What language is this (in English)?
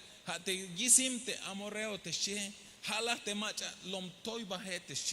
Tzeltal